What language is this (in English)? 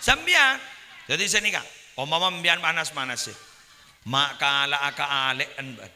Madurese